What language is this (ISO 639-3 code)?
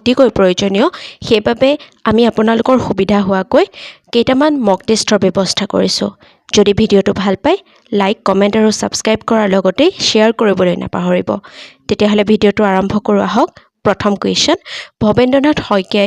asm